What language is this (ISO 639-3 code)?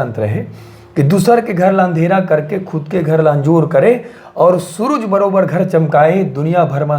hne